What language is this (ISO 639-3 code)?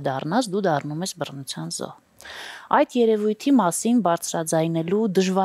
hye